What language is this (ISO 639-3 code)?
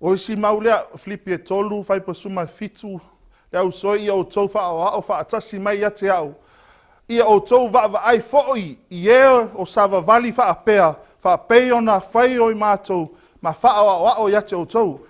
smo